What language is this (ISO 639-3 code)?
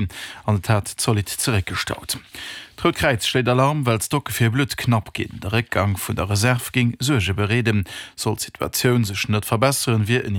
ltz